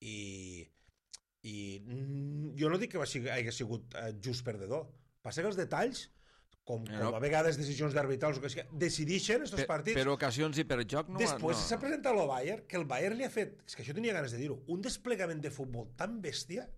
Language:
Catalan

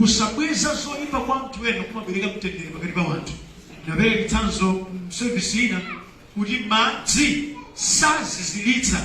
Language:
Nyanja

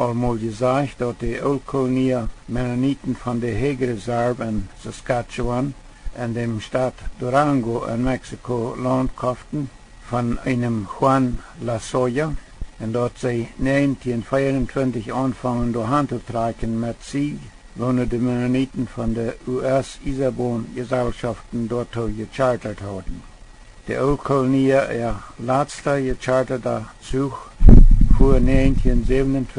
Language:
Plautdietsch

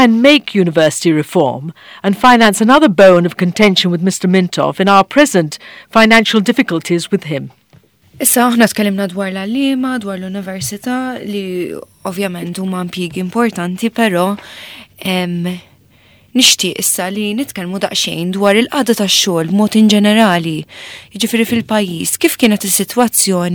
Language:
Maltese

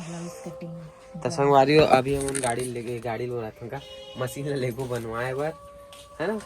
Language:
Chhattisgarhi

